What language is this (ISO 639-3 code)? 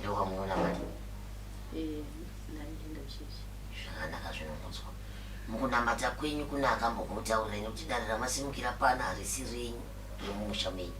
sna